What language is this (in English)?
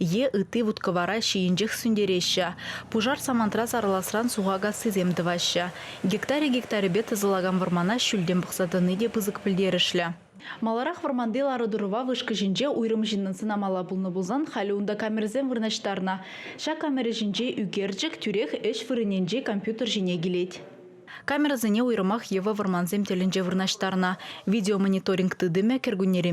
Chuvash